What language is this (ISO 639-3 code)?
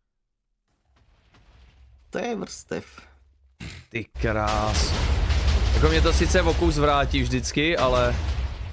ces